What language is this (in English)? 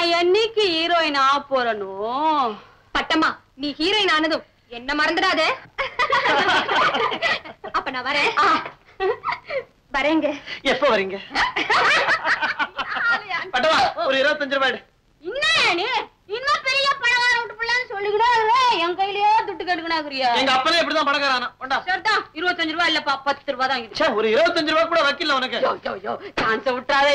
Tamil